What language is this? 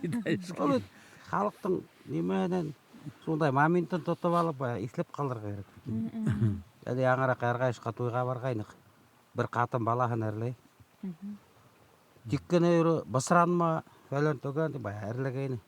Bashkir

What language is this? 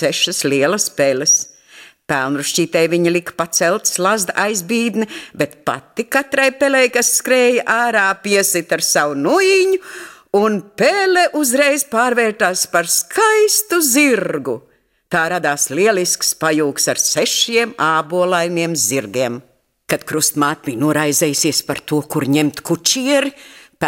Latvian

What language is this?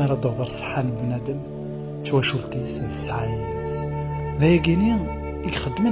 Kabyle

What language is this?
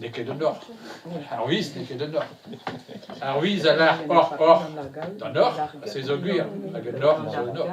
Breton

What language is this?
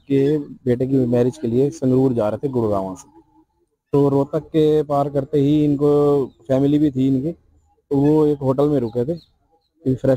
Hindi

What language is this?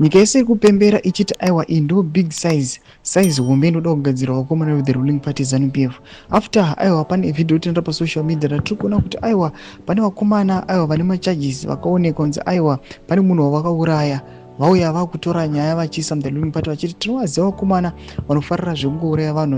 Shona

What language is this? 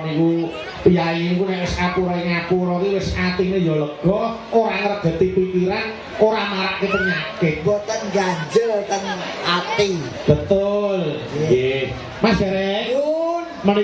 Javanese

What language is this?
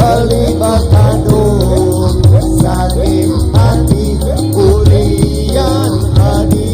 Balinese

